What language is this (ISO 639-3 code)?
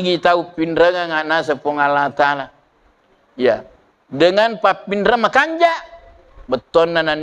bug